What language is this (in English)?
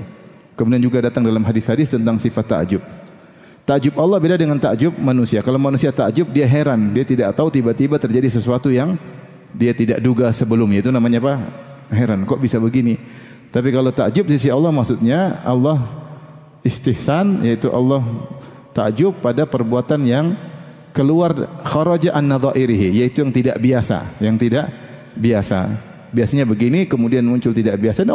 Indonesian